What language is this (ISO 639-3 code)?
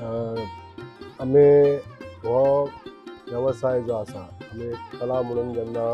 kok